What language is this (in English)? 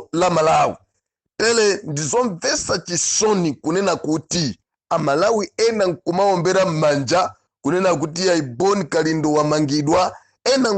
Nyanja